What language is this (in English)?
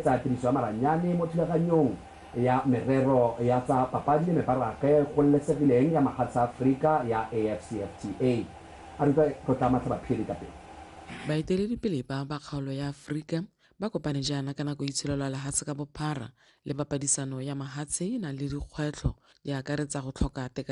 Tswana